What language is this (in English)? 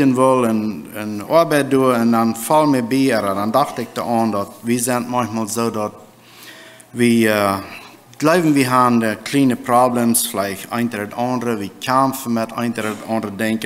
Plautdietsch